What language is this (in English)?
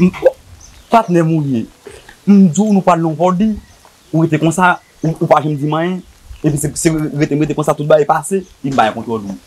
Haitian Creole